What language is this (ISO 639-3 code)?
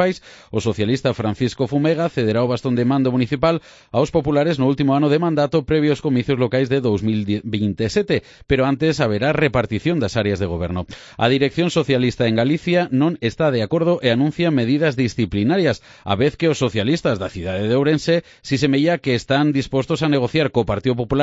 glg